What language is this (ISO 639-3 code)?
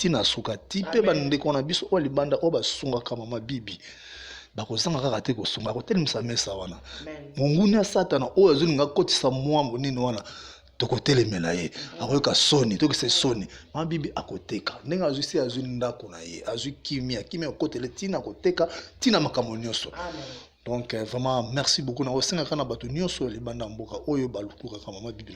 lin